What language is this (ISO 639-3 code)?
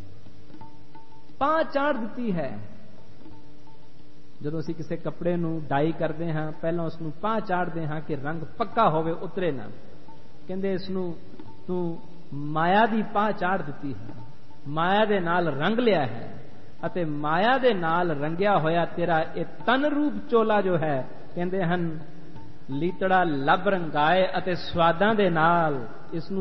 pan